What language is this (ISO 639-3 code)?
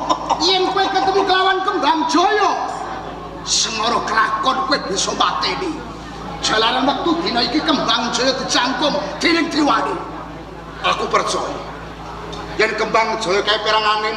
jav